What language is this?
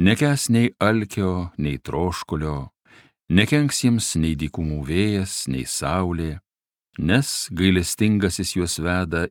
Lithuanian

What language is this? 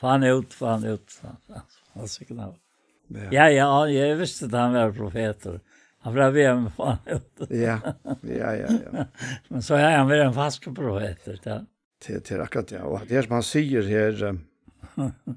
Faroese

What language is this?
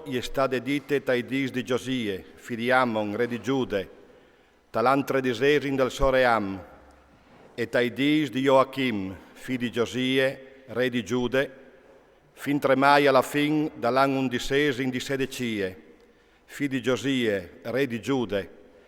Friulian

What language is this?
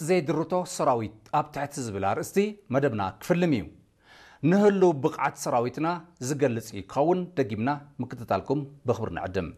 Tigrinya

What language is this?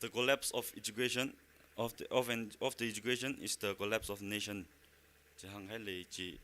Tangkhul Naga (India)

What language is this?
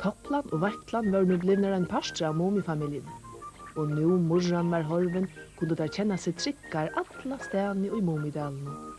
Faroese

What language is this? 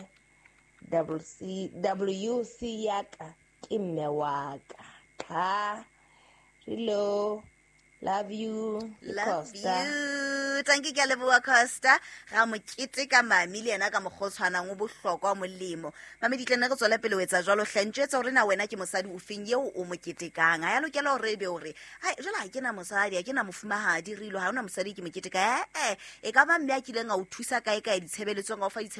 Southern Sotho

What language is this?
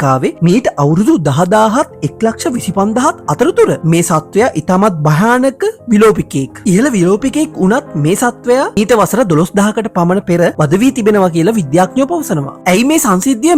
Sinhala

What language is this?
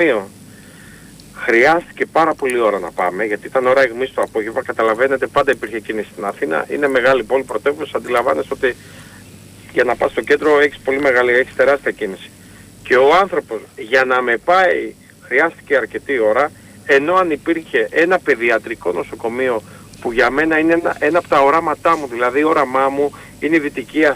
Greek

